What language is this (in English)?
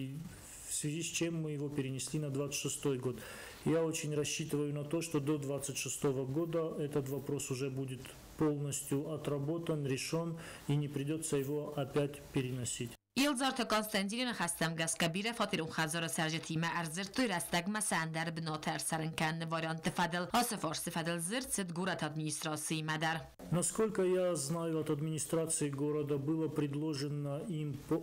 Ossetic